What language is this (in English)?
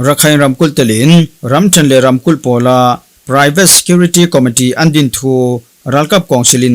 Falam Chin